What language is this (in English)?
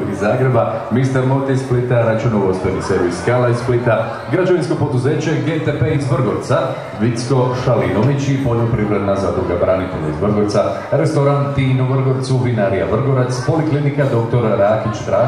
Croatian